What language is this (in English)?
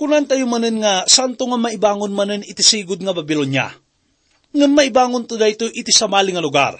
Iloko